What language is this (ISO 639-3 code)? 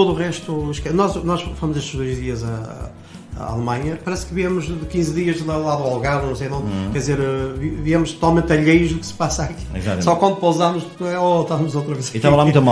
por